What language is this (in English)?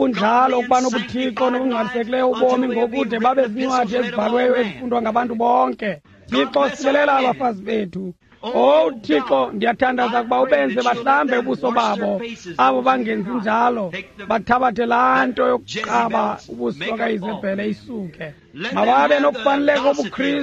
Xhosa